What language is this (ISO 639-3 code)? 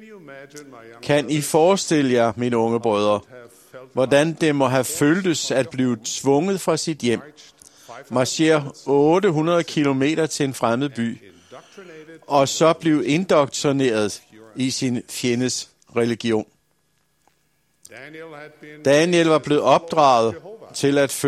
dan